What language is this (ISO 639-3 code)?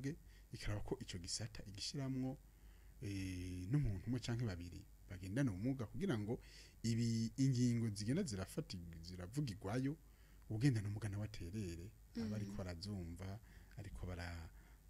run